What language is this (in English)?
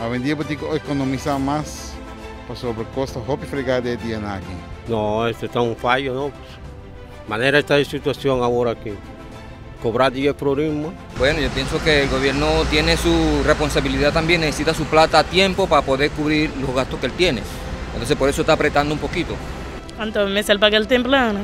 Papiamento